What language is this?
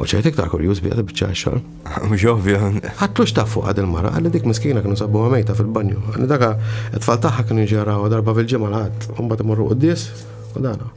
Maltese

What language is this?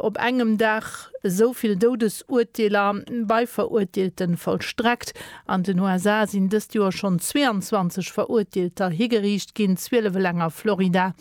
Luxembourgish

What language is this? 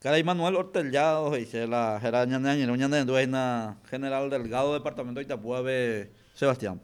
Guarani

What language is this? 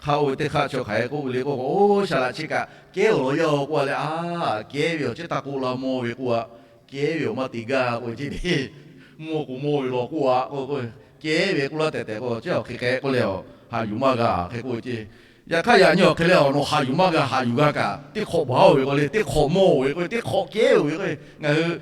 Lahu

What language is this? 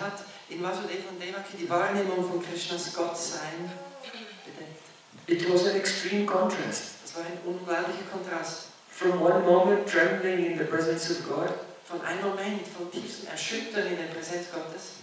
German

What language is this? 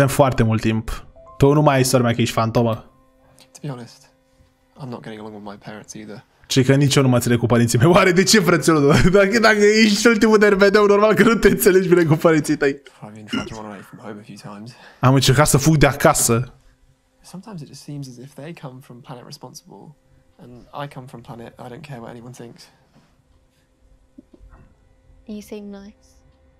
Romanian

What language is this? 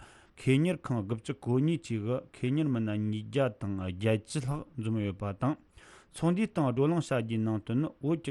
Tibetan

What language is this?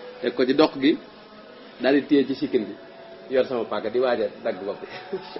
Wolof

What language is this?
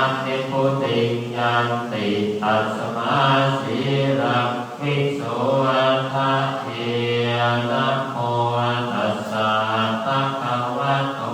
Pali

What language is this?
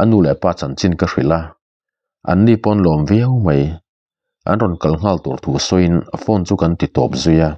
Mizo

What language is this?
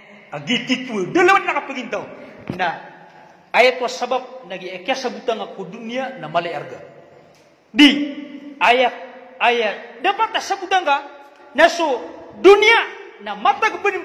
Maranao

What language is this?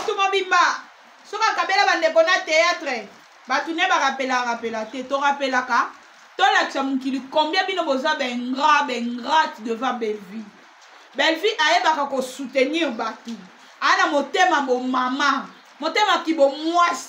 Lingala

